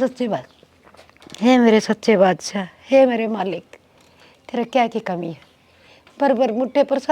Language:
Haryanvi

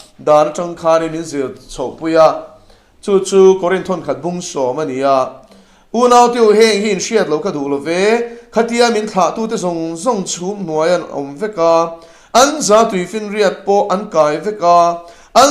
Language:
Mizo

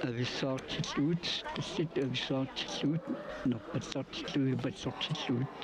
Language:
Kalaallisut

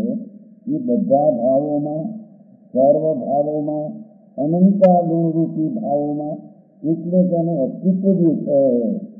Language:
Gujarati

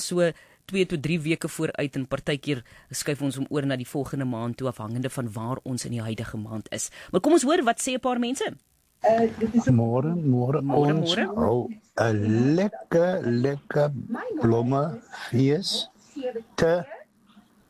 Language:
Afrikaans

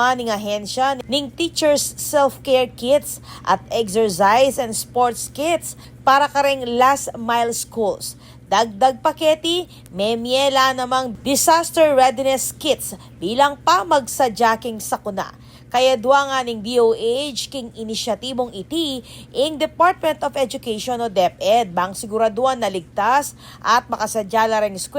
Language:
Pampanga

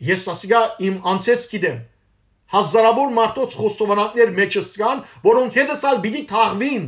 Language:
Western Armenian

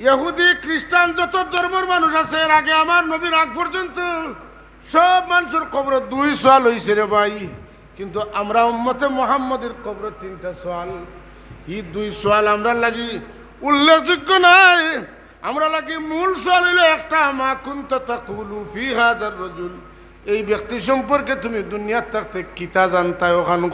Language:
Sylheti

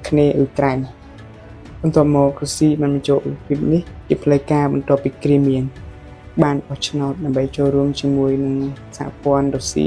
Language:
Khmer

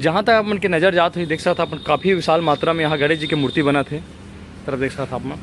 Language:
Chhattisgarhi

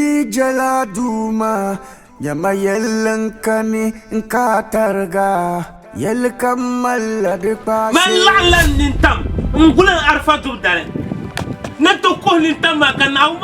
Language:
Dagbani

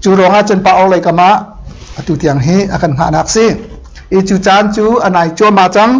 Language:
Hakha Chin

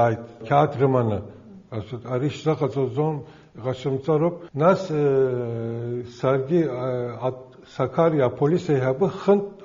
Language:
Abkhazian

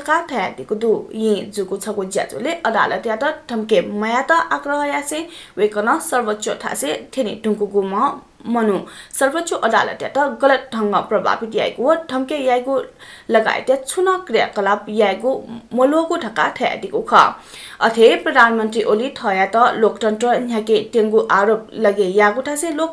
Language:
Newari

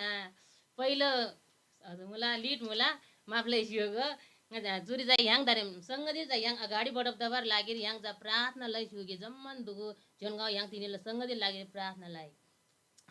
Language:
Eastern Tamang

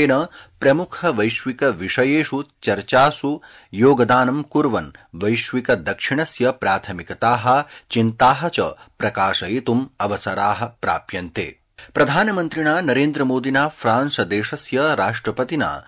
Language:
Sanskrit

